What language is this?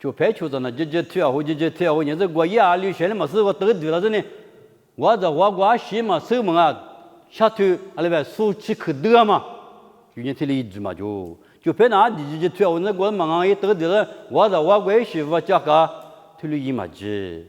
Lisu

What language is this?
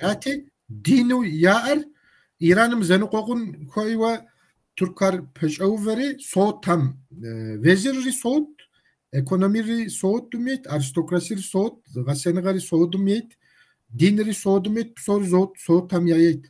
Kabardian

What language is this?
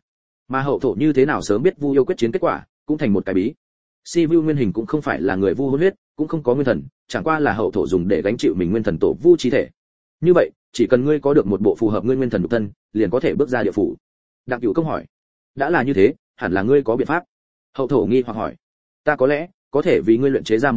Vietnamese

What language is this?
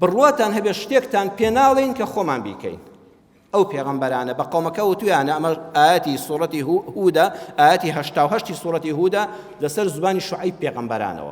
Central Kurdish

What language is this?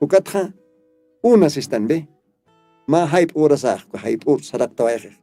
Aymara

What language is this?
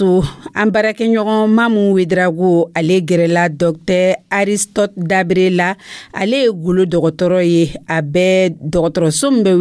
Dyula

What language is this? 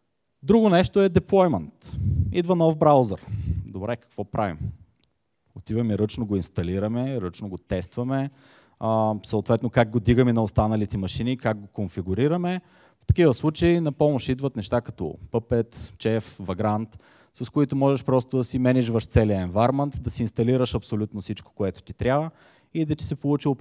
Bulgarian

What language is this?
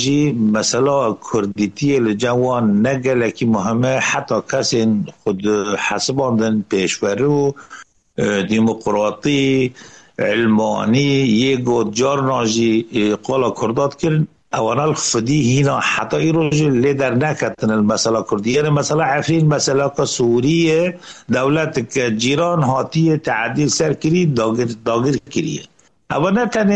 Kurdish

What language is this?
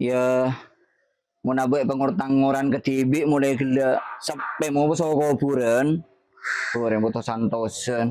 Madurese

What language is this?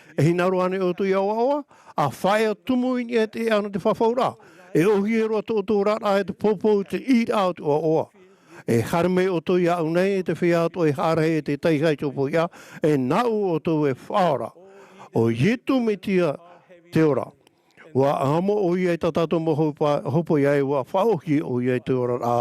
Tahitian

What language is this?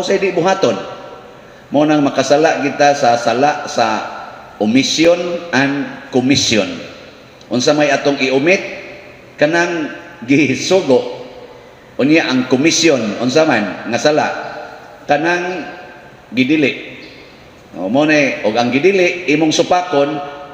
Cebuano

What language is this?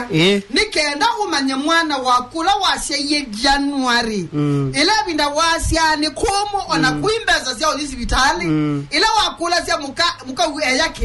Kamba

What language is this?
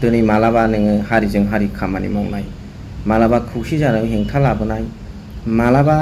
Bodo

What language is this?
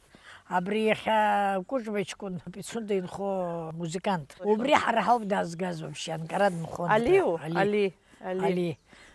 Abkhazian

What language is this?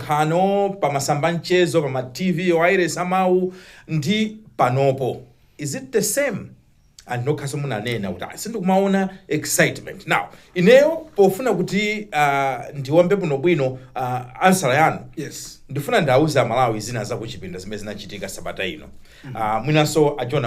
Nyanja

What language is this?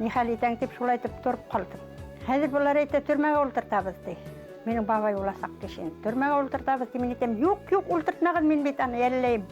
Bashkir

